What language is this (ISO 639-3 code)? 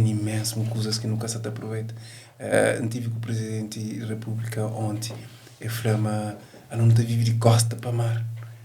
kea